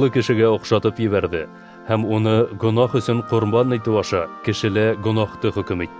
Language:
Bashkir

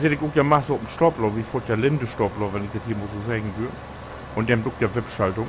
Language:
Low German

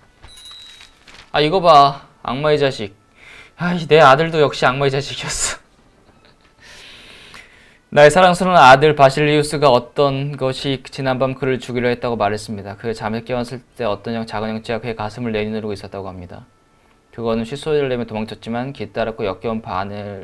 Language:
Korean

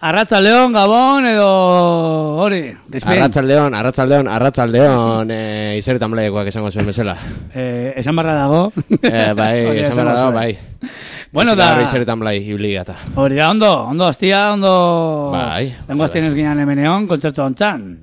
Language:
Basque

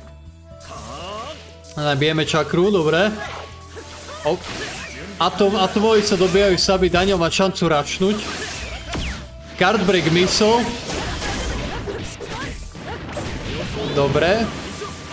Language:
Slovak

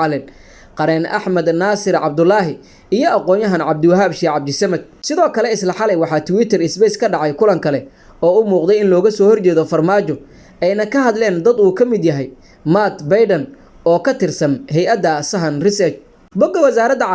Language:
Somali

